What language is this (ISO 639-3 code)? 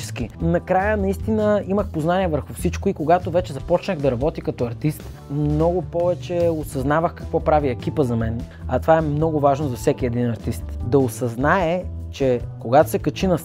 bul